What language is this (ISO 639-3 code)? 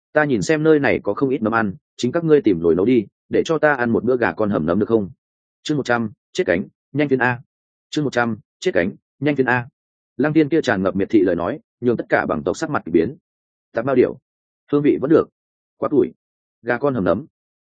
vie